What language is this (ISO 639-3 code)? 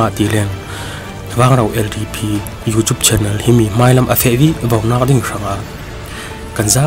cfm